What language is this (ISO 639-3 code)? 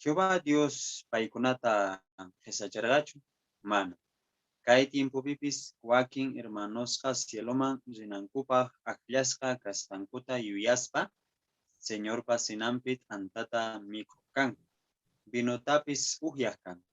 que